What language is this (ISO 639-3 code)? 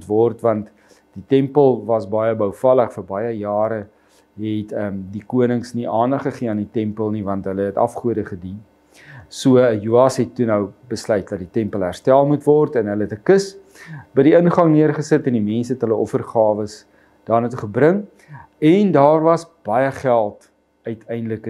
afr